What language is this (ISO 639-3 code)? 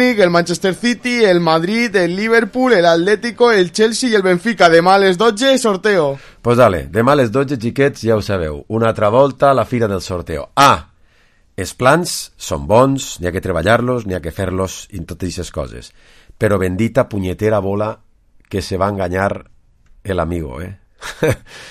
cat